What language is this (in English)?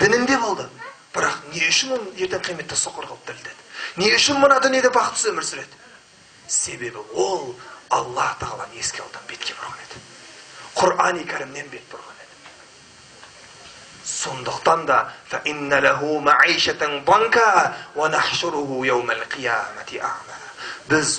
Kazakh